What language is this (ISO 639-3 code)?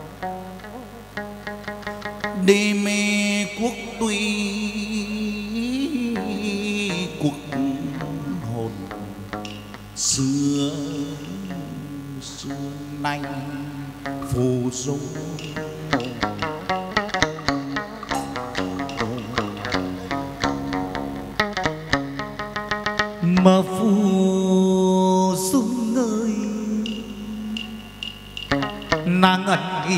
vie